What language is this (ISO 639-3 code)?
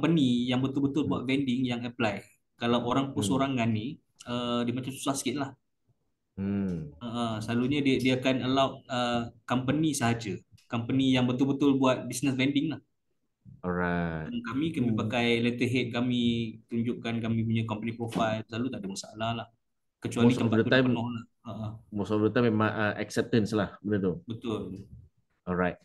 msa